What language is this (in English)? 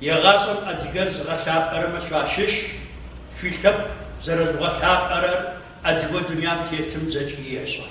Adyghe